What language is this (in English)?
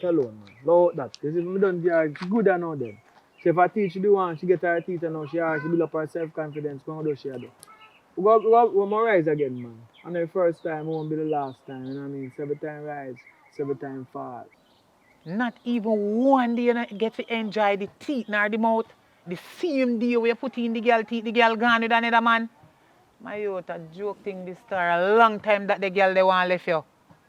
Jamaican Creole English